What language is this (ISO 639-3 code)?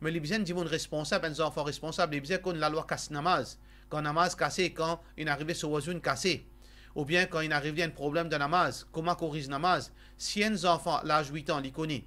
mfe